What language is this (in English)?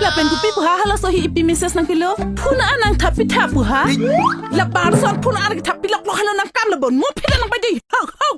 Karbi